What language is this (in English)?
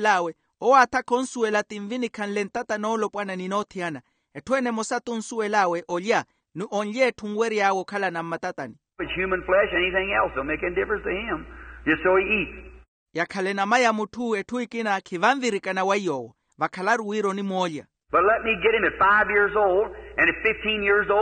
Makhuwa